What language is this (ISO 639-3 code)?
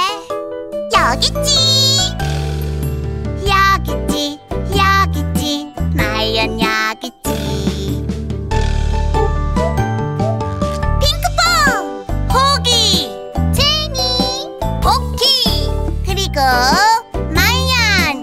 kor